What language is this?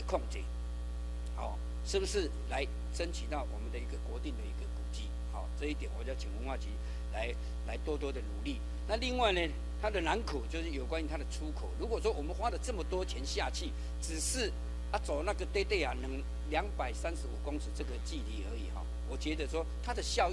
Chinese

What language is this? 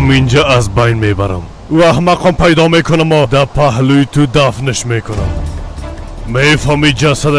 Persian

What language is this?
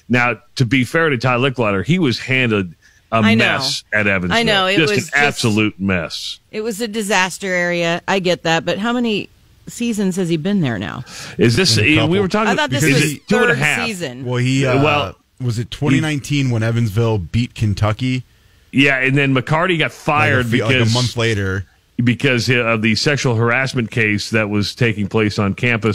English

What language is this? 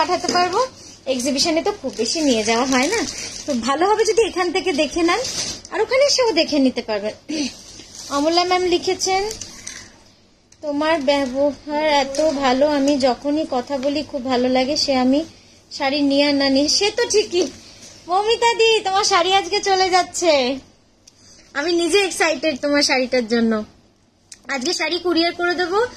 Bangla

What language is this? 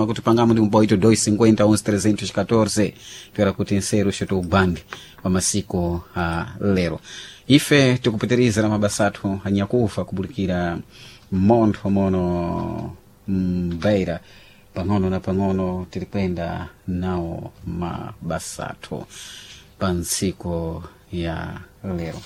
Sena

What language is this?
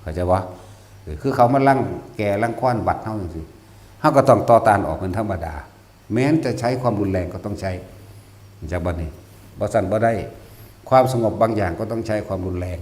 Northeastern Thai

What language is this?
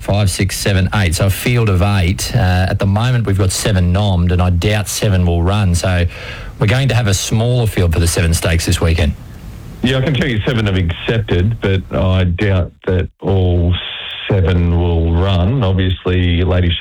English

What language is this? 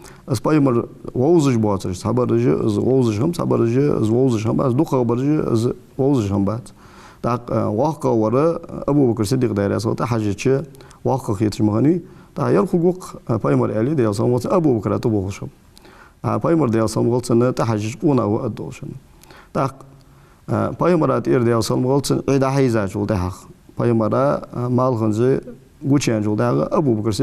Ingush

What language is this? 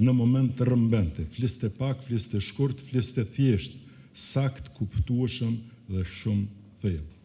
Albanian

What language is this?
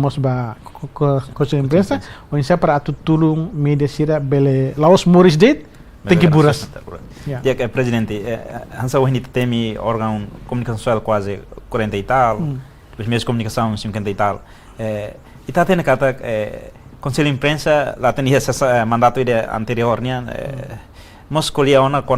Tetum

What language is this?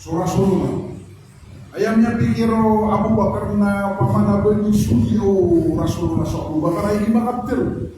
Maranao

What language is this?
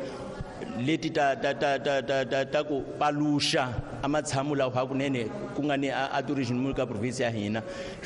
Tsonga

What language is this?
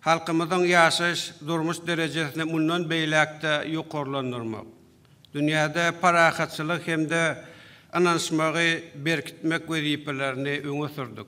Turkmen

